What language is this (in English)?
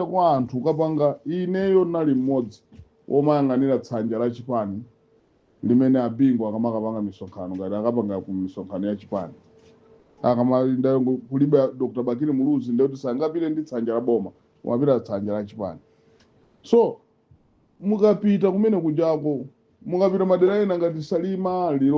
Nyanja